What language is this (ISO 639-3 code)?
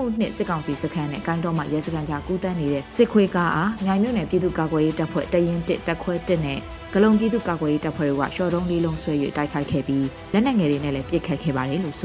mya